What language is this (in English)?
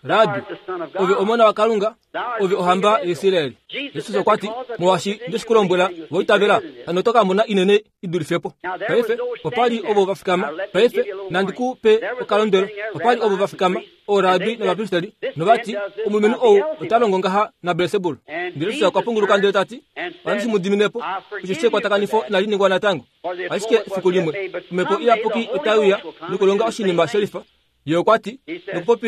Kuanyama